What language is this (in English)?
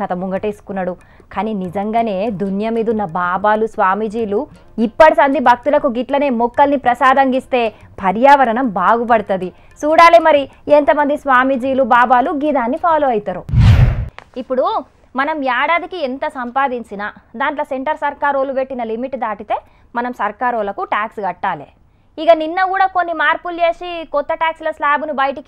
Telugu